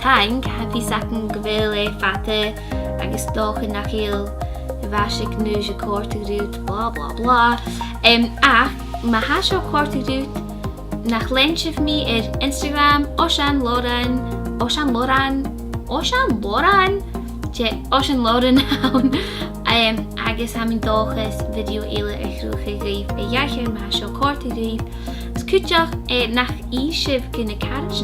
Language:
Scottish Gaelic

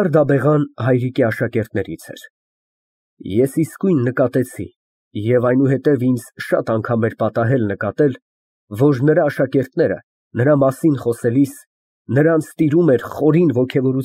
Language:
Armenian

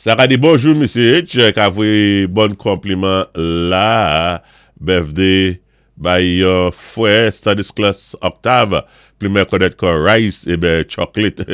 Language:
Saint Lucian Creole French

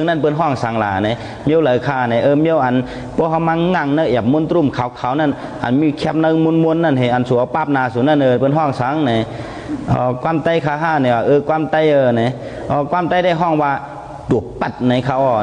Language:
Shan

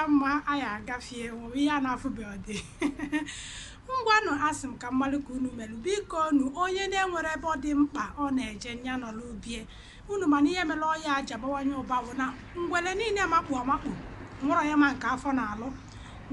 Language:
Igbo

